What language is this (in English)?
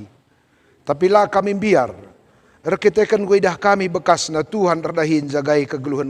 Batak Karo